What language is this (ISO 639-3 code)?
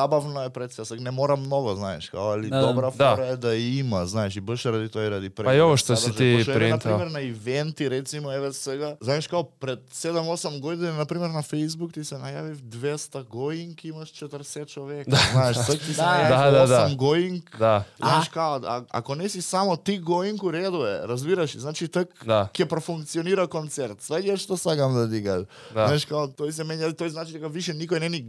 srp